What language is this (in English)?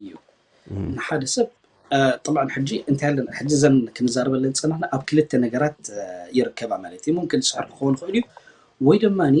Tigrinya